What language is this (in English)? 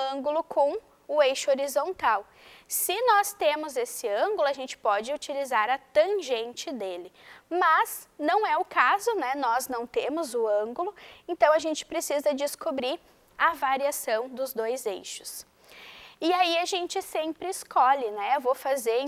Portuguese